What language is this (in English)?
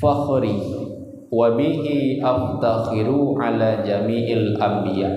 Achinese